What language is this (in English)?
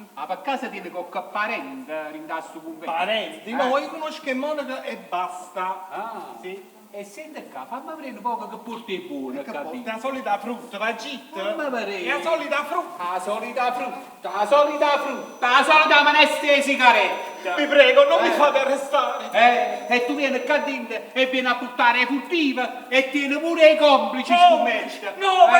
Neapolitan